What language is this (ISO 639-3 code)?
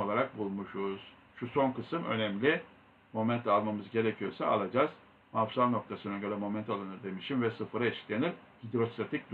tur